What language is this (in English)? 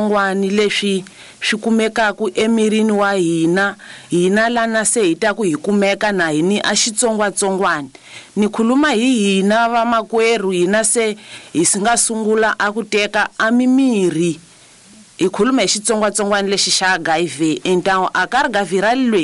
Tsonga